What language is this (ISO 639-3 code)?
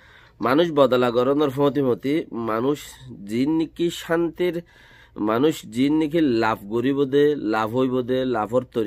rhg